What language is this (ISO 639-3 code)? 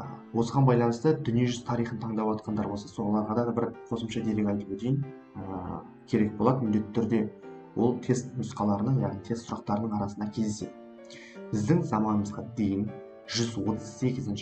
kaz